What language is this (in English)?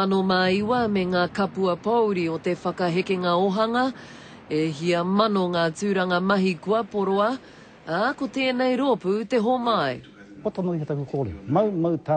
Māori